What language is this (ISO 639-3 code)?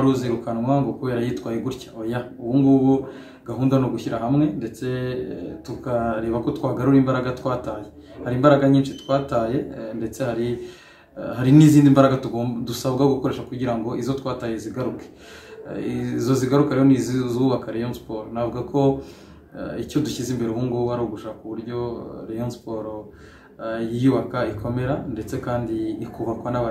kin